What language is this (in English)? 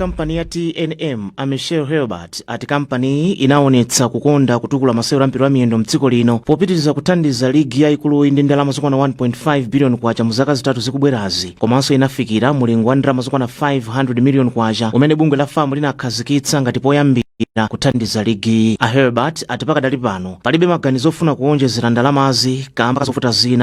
Nyanja